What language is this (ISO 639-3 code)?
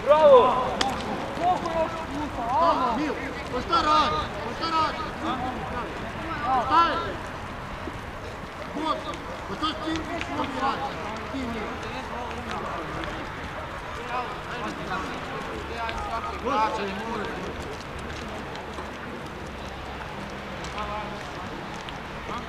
hrv